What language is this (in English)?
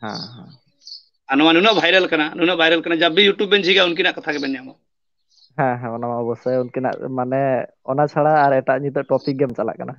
Santali